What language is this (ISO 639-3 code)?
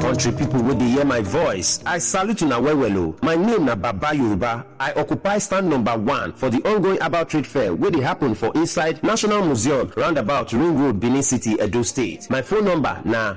pcm